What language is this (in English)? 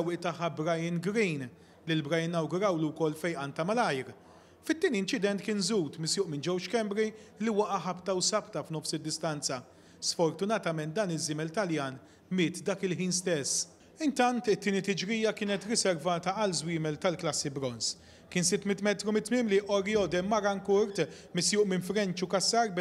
Maltese